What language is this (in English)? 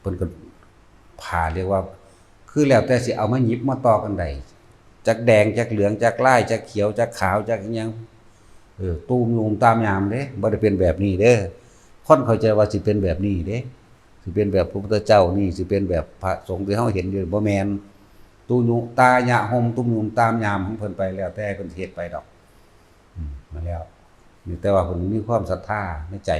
Northeastern Thai